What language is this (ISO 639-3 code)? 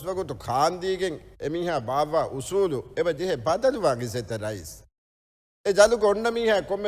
div